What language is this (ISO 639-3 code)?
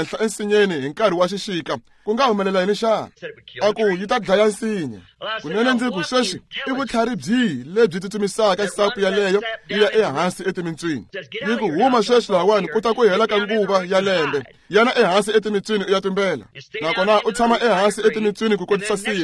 tso